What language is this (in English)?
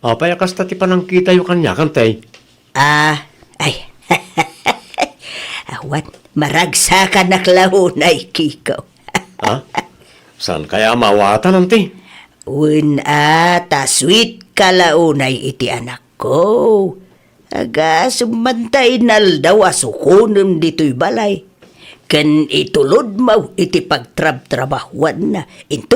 Iloko